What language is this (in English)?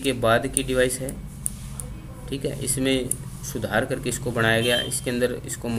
Hindi